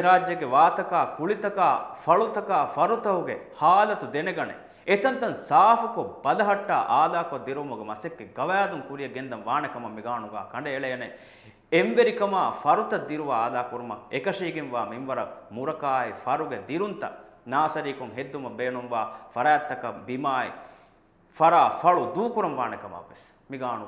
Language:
Divehi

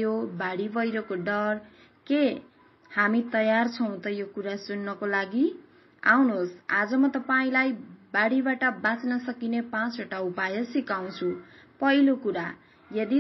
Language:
Nepali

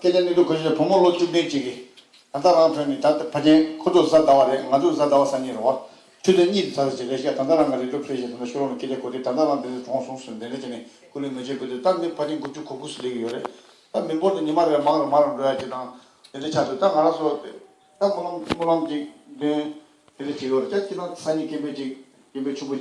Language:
Tibetan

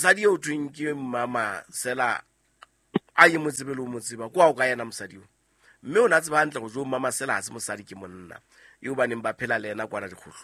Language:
Southern Sotho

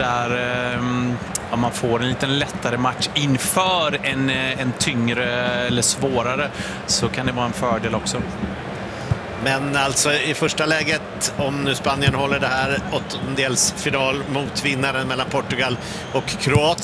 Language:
Swedish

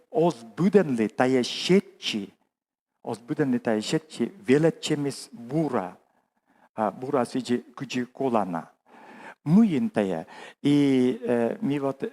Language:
Komi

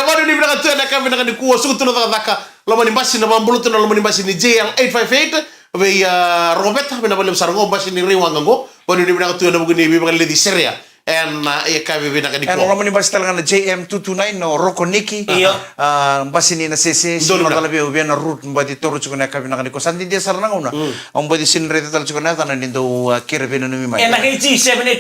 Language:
Fijian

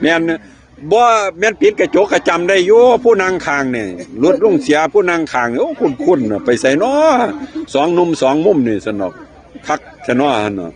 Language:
Northeastern Thai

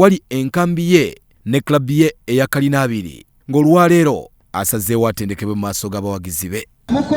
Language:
Ganda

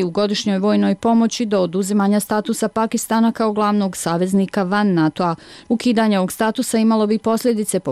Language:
Bosnian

